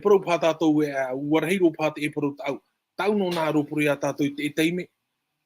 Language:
Tahitian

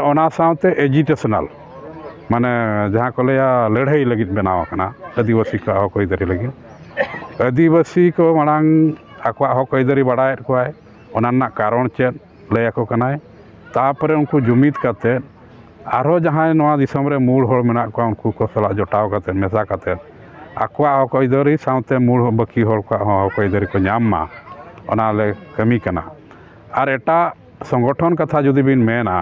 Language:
Santali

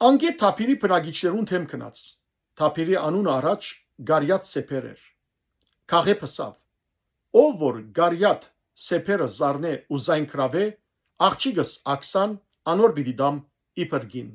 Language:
Western Armenian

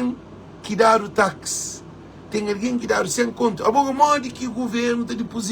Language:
Kabuverdianu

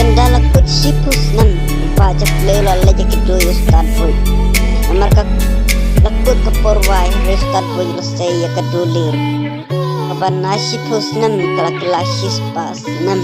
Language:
Khasi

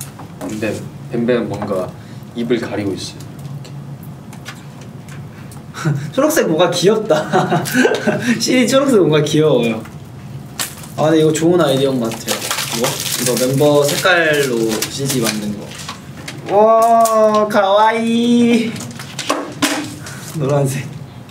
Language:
Korean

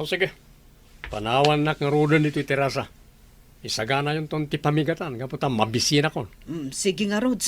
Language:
Iloko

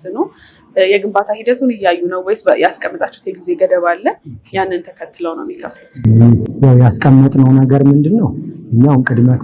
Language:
Amharic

